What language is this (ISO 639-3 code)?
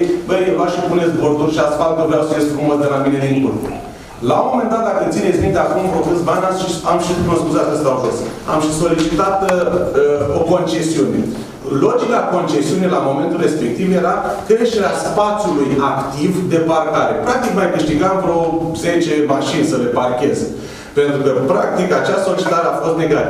ron